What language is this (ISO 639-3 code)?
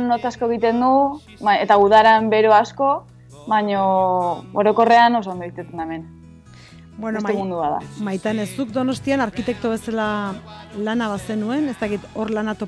eus